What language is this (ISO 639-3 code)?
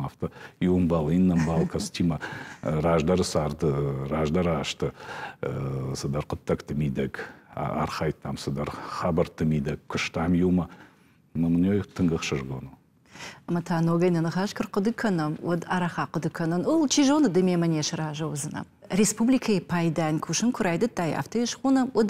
oss